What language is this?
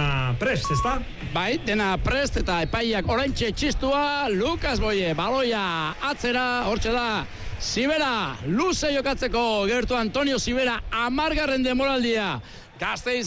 Basque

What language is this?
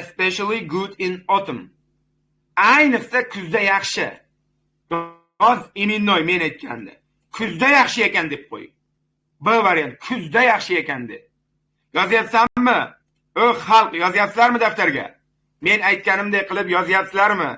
Uzbek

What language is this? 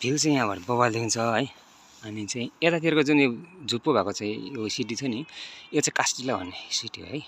Nepali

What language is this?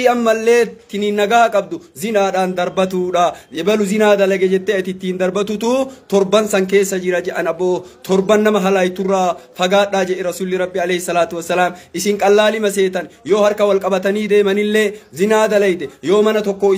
Oromo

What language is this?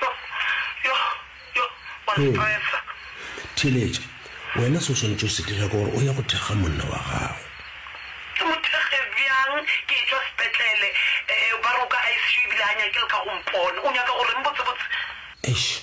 Northern Sotho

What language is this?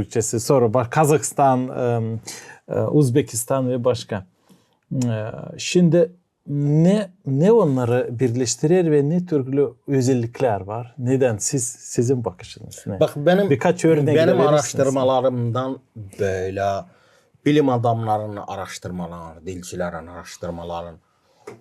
Gagauz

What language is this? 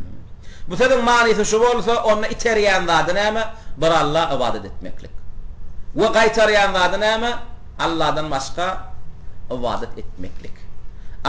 Turkmen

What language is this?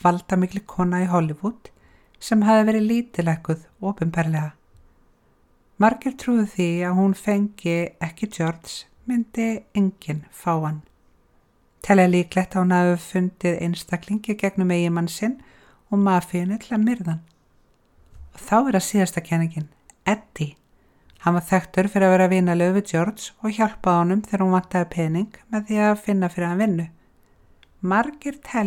Icelandic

